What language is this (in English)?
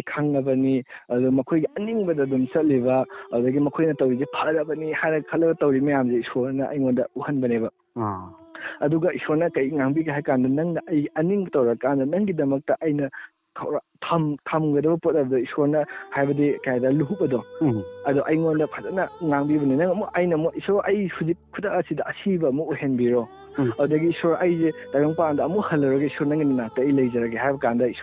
Manipuri